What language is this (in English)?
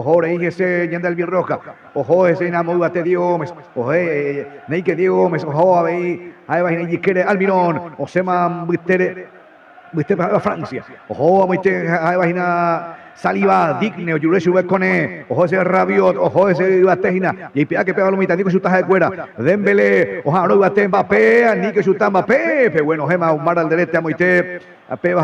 Guarani